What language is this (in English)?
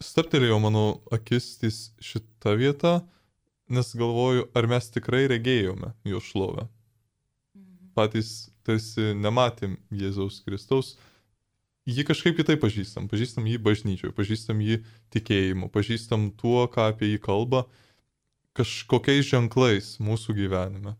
Lithuanian